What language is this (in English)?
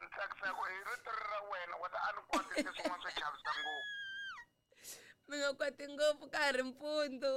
Tsonga